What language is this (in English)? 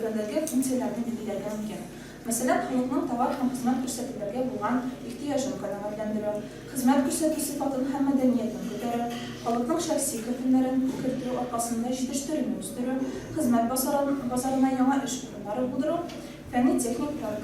Tatar